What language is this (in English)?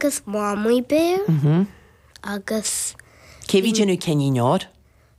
Irish